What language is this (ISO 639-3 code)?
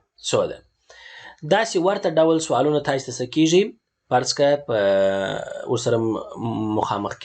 pus